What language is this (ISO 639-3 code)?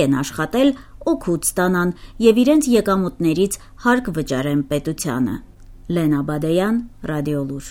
hye